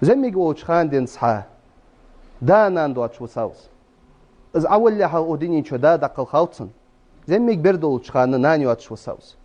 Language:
Ingush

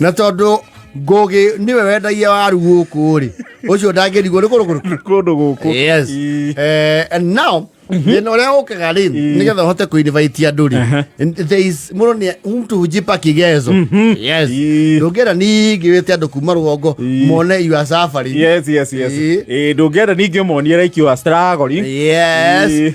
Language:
Kikuyu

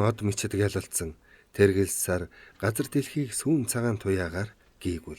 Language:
Mongolian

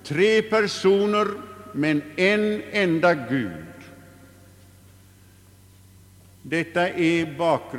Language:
Swedish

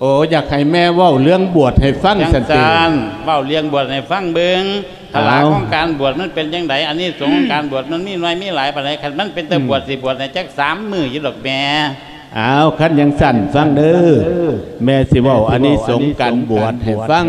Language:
Lao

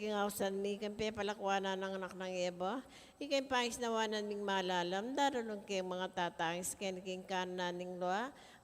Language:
Pampanga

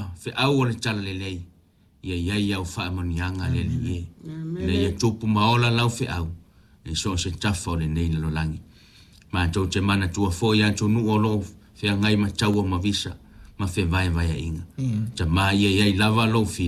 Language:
Samoan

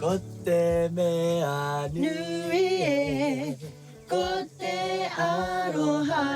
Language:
Māori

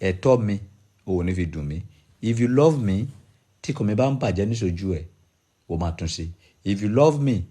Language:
Yoruba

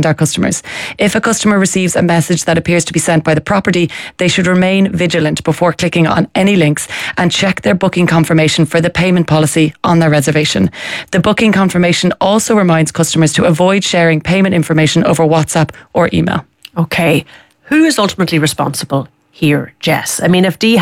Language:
English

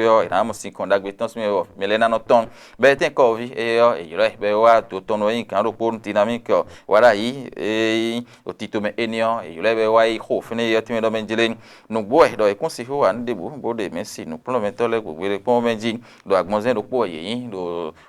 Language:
Fon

